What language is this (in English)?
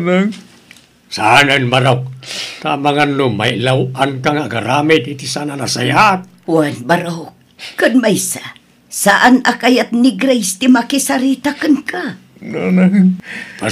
Iloko